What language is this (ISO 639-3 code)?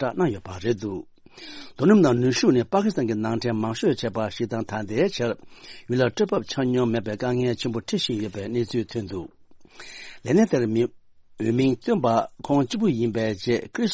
bod